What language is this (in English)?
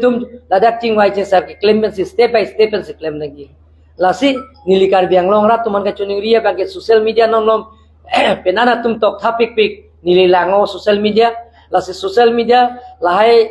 Karbi